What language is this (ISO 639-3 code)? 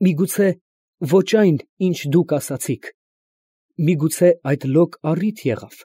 hye